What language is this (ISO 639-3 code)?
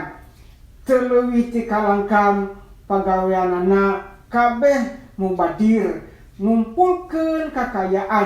sun